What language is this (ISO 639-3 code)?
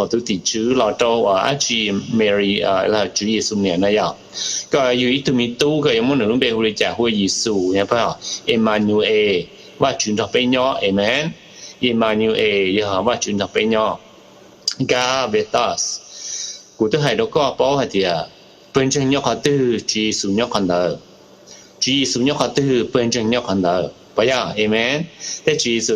hmn